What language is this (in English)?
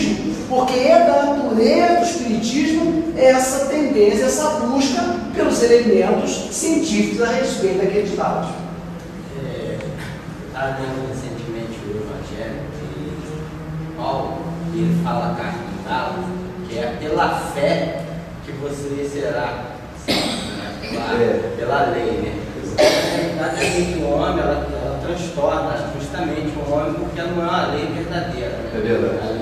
Portuguese